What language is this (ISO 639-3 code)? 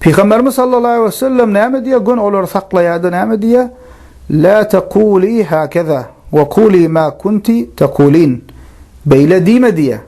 tuk